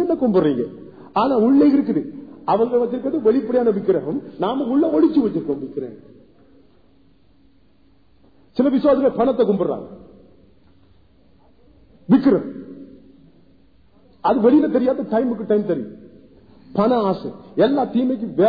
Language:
Tamil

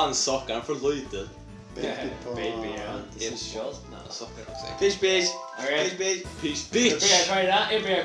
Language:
Faroese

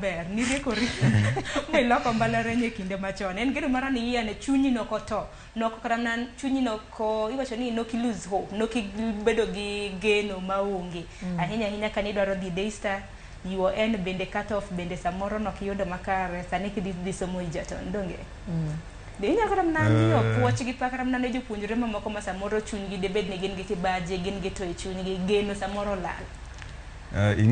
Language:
Luo (Kenya and Tanzania)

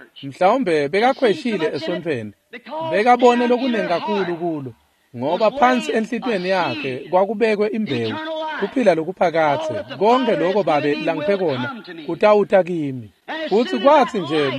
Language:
Swati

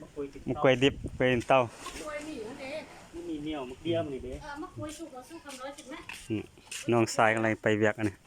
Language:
Lao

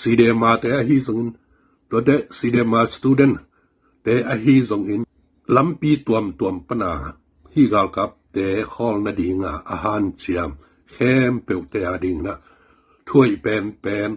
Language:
Tedim Chin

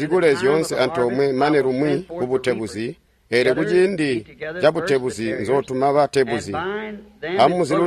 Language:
Tonga (Zambia)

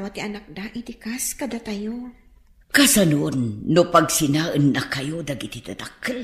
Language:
Iloko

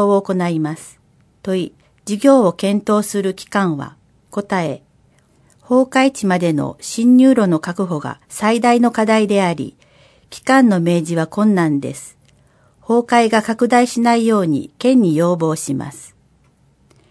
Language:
Japanese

